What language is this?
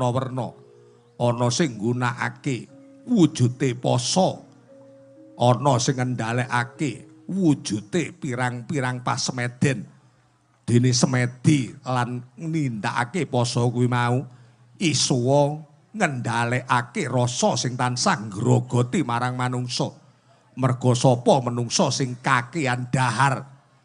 Javanese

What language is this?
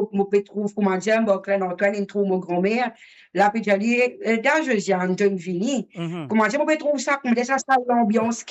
Morisyen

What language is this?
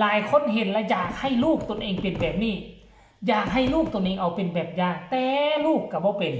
Northeastern Thai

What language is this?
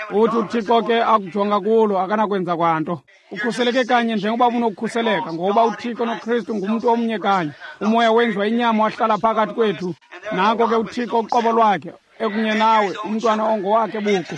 Xhosa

